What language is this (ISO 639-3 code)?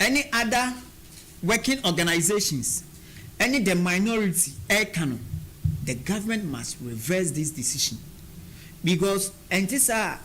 aka